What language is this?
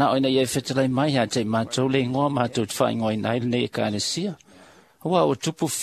Samoan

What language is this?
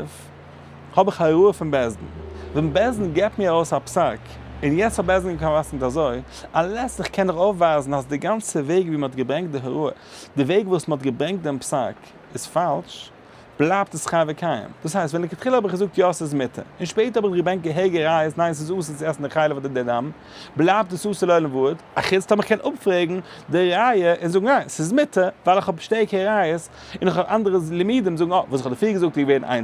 Yiddish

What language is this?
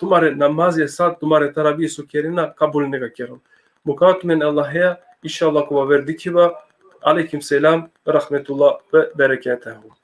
Balkan Romani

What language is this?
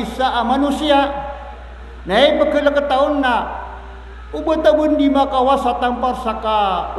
Maranao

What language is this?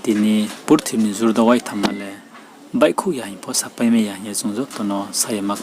Riang (India)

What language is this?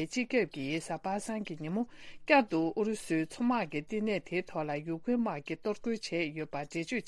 Tibetan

